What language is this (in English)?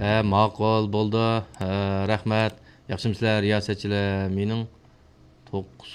Uyghur